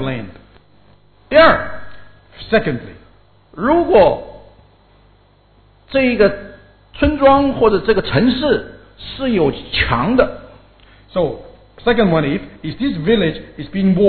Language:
Chinese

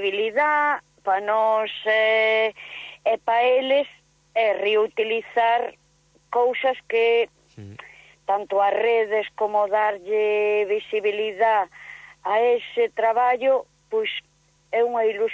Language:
Galician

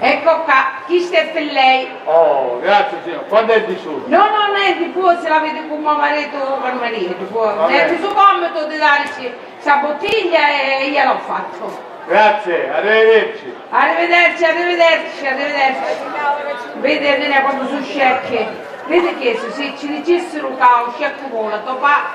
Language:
Sicilian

